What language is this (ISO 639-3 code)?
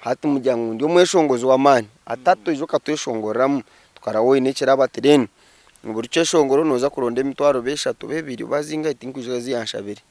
nyn